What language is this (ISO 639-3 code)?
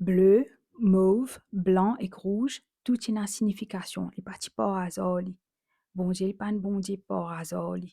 mfe